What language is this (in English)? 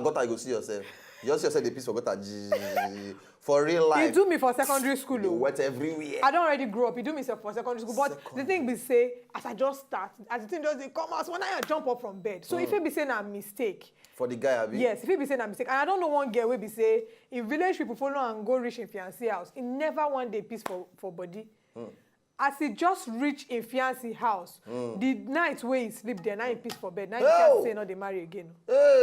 Nigerian Pidgin